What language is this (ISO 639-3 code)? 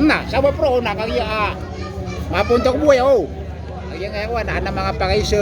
mrw